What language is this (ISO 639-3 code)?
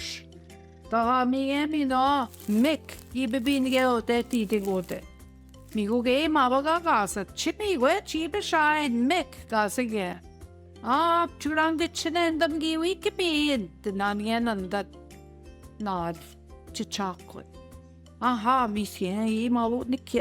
ojc